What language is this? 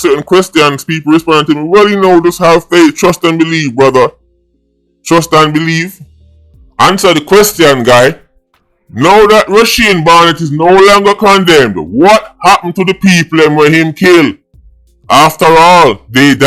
Jamaican Creole English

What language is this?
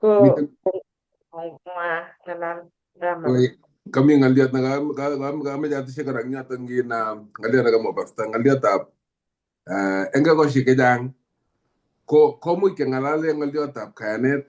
Kalenjin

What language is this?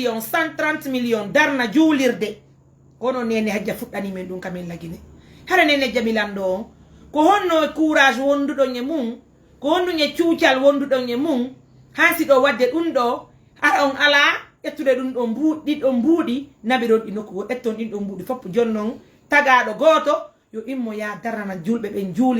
Fula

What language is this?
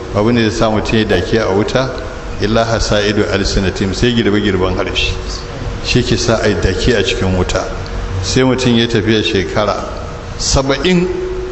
Hausa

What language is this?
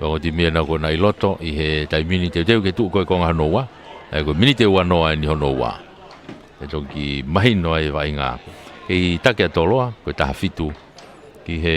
Tongan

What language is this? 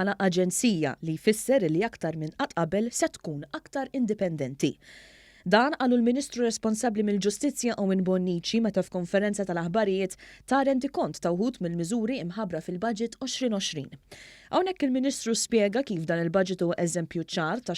Maltese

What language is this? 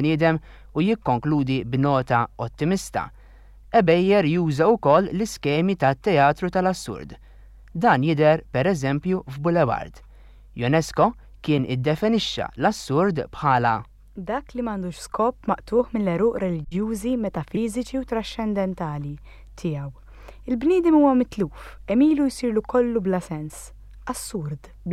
Maltese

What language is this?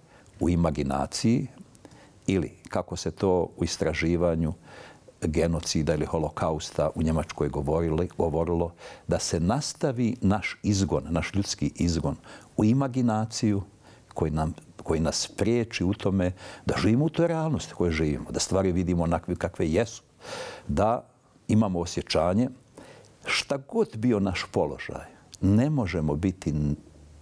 Bosnian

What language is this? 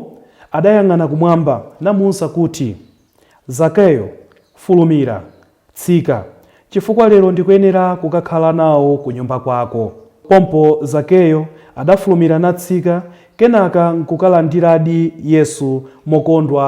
Nyanja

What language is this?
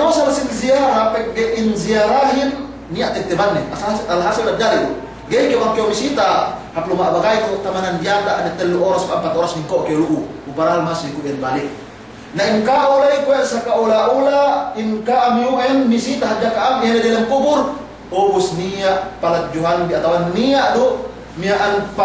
Yakan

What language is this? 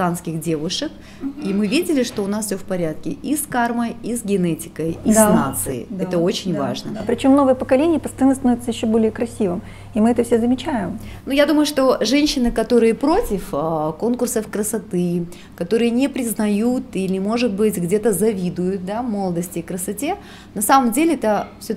Russian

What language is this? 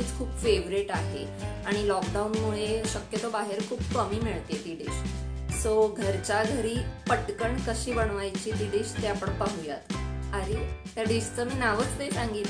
Marathi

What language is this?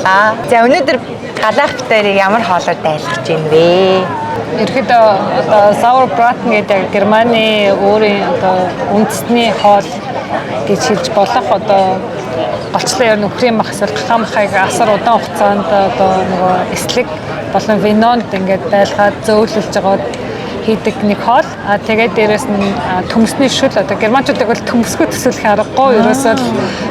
Mongolian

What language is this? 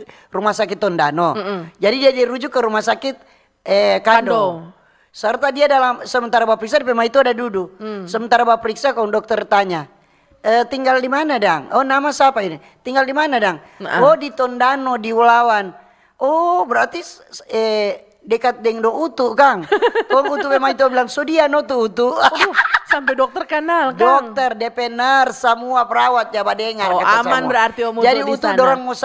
Manado Malay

